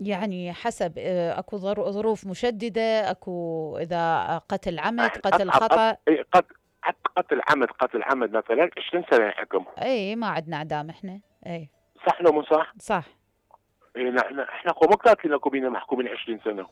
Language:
Mesopotamian Arabic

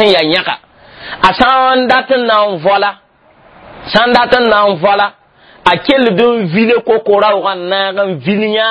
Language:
Mossi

